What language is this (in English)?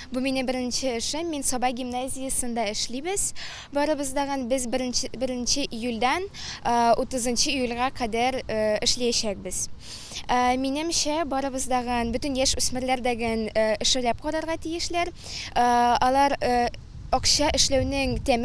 Tatar